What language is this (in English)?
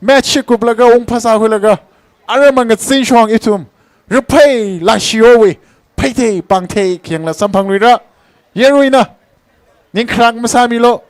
Tangkhul Naga (India)